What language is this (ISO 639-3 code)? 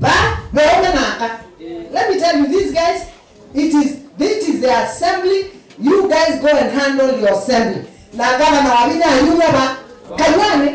kam